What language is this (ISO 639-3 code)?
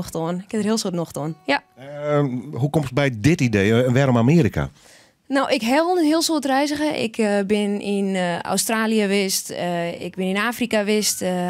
fry